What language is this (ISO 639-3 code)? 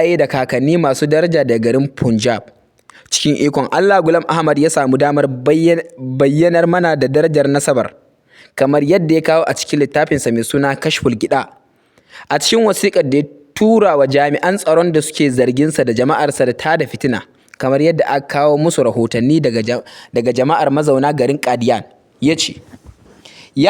hau